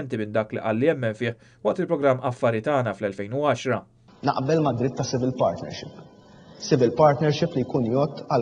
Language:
Maltese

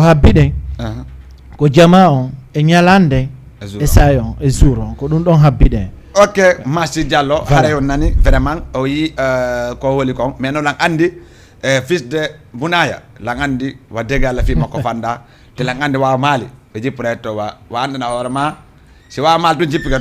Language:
Fula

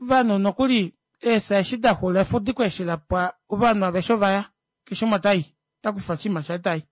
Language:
Kuanyama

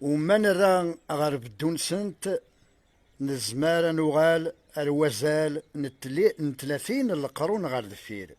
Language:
Kabyle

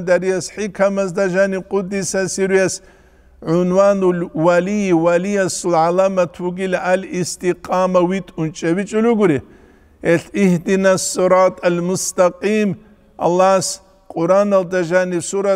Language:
Avaric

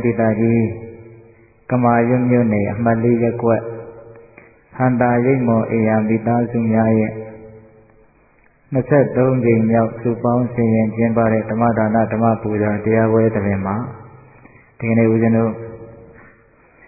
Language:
Burmese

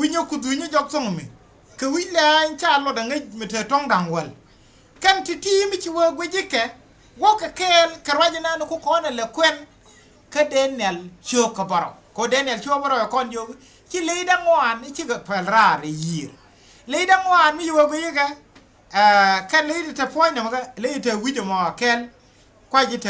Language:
Nuer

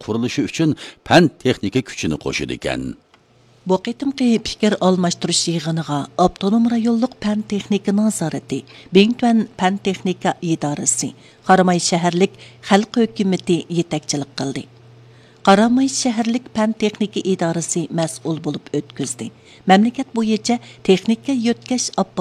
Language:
Uyghur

